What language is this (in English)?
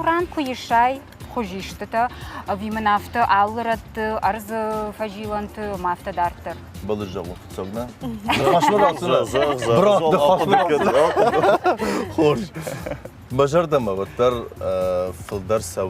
Ossetic